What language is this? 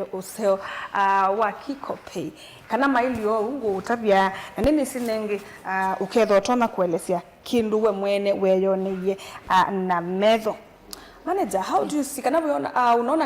Kamba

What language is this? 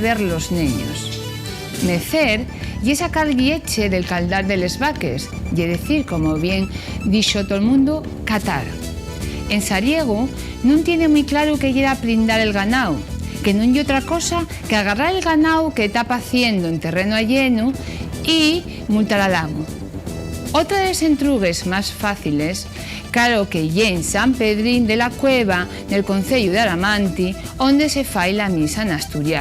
Asturian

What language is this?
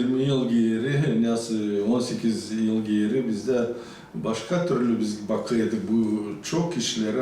Gagauz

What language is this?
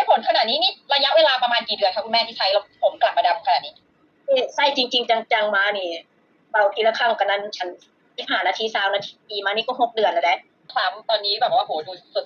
Lao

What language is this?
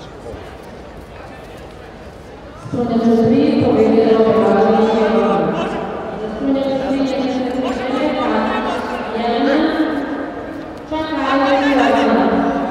Serbian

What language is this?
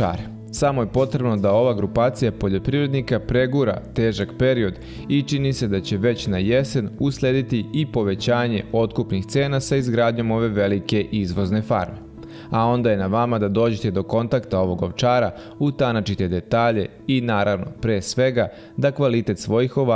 Serbian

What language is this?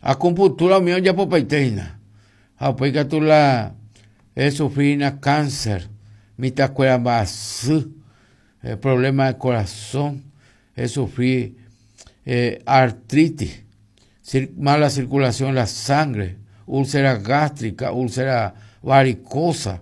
Guarani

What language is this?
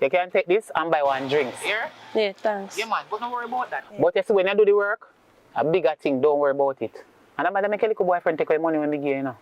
Jamaican Creole English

